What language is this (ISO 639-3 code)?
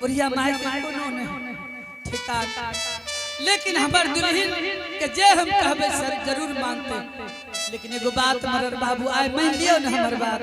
anp